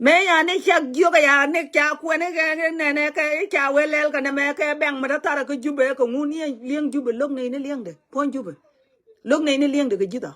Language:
Nuer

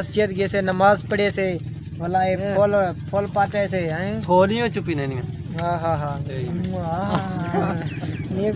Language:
Saraiki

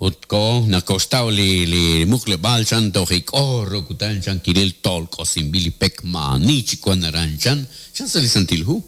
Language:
Kekchí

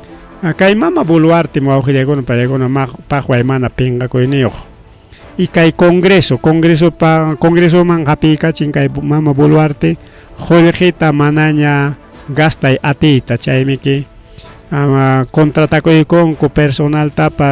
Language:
Ayacucho Quechua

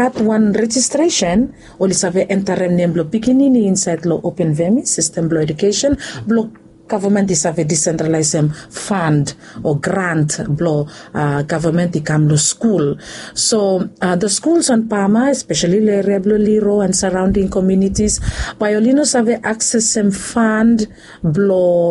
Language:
Bislama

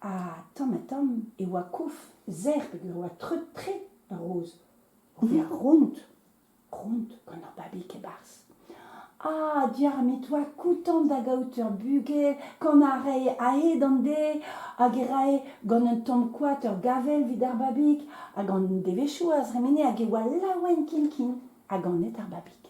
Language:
Breton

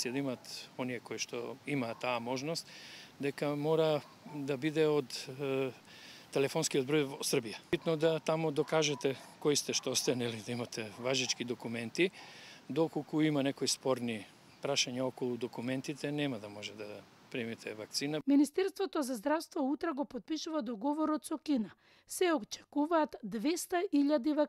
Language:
Macedonian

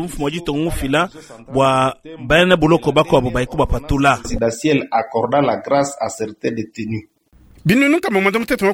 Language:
Luba-Lulua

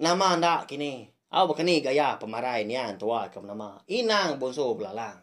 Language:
Iban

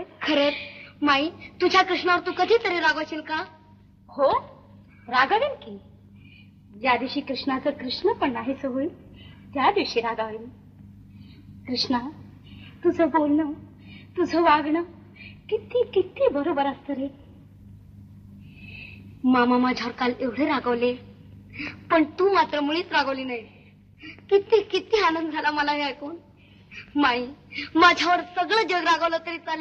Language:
Marathi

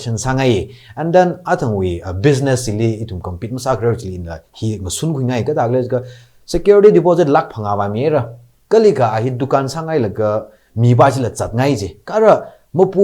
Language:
Tangkhul Naga (India)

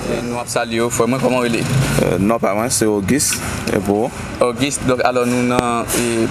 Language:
Haitian Creole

